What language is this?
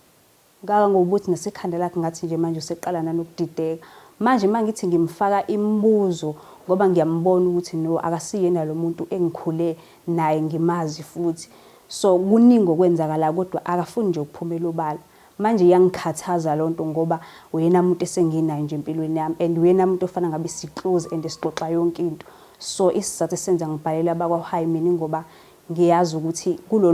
Zulu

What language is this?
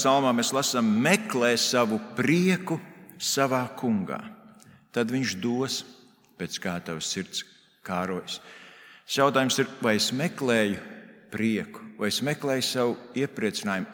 Latvian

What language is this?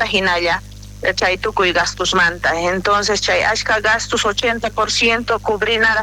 South Bolivian Quechua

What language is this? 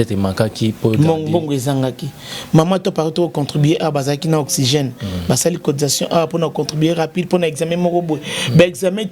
Lingala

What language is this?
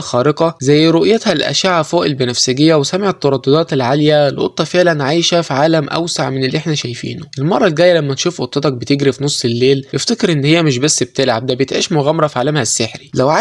Egyptian Arabic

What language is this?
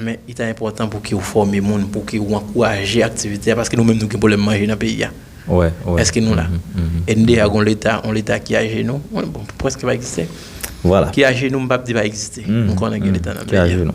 Haitian Creole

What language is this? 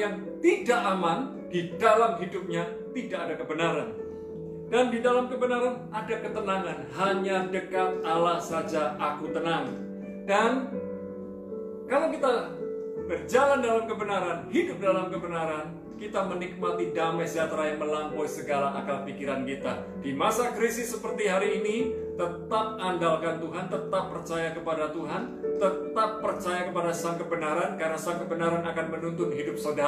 Indonesian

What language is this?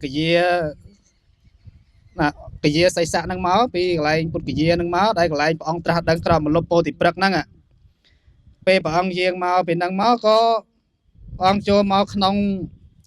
Khmer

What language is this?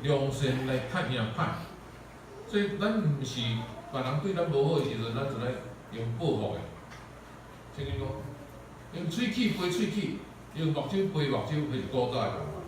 Min Nan Chinese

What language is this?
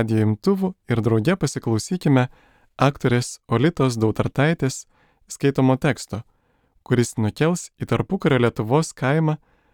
Lithuanian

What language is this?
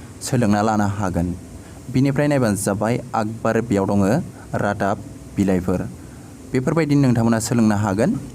Bodo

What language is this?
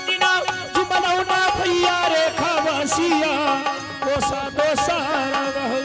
Angika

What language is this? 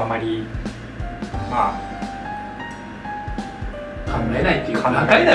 Japanese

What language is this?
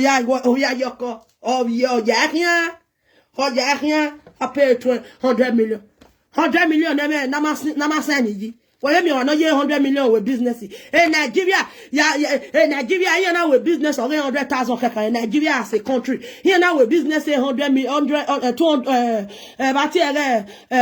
Nigerian Pidgin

